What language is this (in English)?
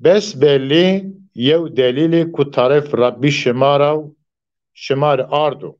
Zaza